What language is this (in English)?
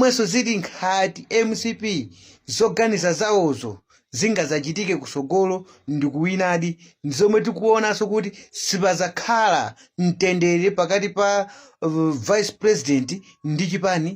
Nyanja